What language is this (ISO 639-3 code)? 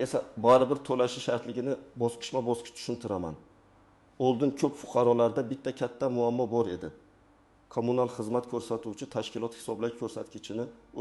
uzb